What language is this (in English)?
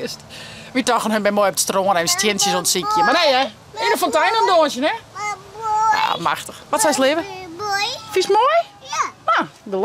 Western Frisian